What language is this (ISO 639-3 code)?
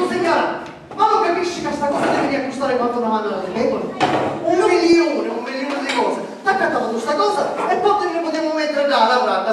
scn